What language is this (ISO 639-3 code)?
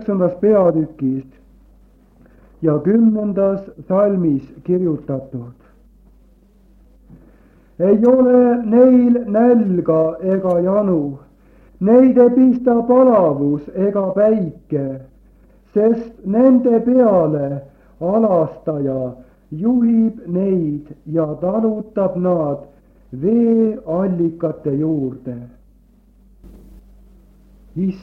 est